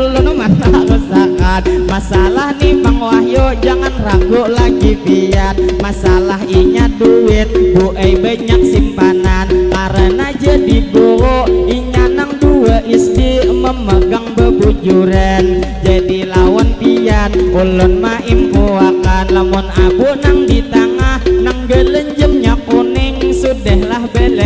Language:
Banjar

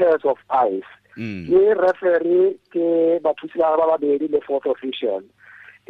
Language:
Tswana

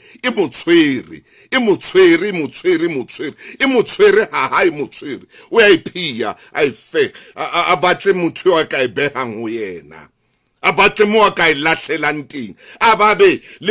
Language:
Southern Sotho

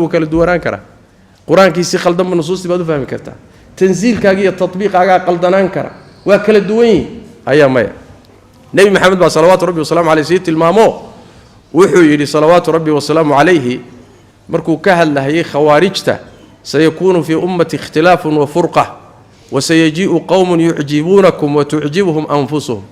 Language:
Somali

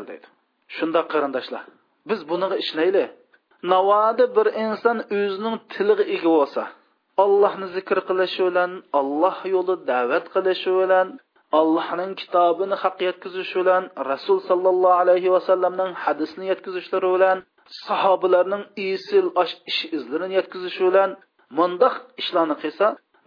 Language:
Uyghur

